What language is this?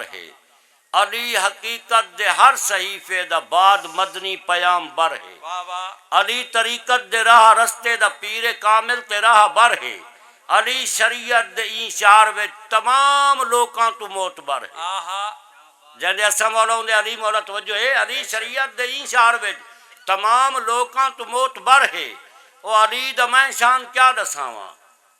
Saraiki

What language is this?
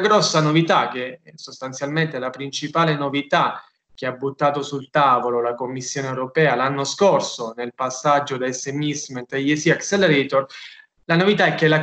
Italian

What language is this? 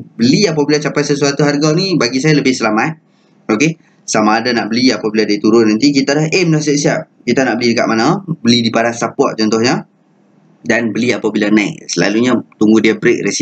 Malay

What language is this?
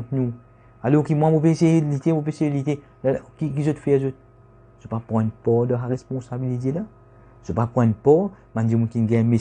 Morisyen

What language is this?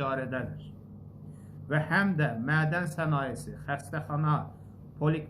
Azerbaijani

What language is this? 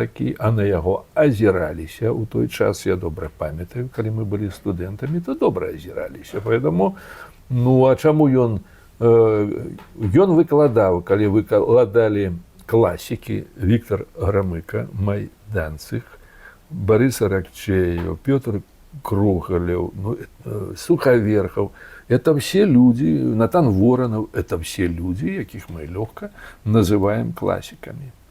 Belarusian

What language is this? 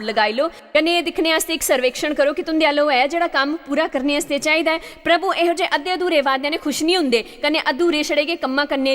Dogri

